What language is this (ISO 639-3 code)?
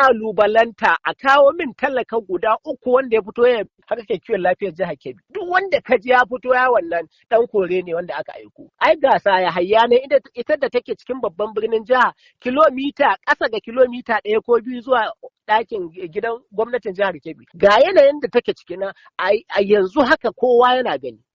hau